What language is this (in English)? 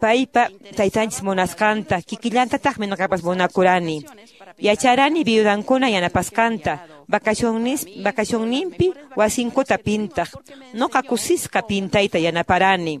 Quechua